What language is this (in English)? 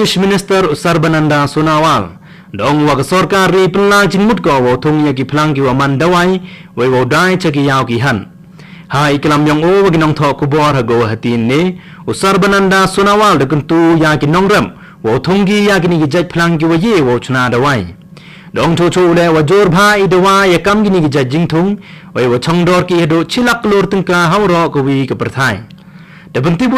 Khasi